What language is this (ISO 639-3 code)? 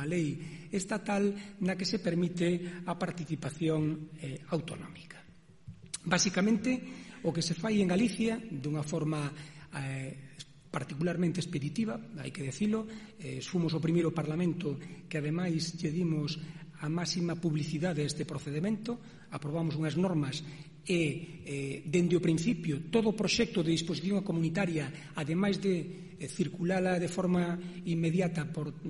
glg